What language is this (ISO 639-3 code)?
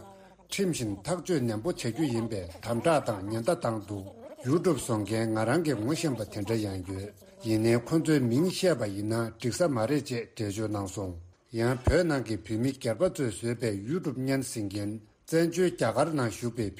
bod